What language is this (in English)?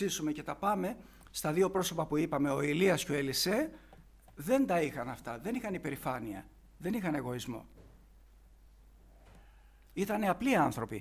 Greek